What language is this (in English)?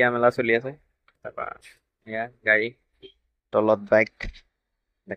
Assamese